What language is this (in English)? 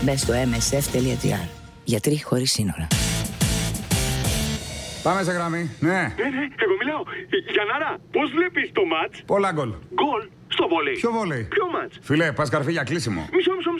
Greek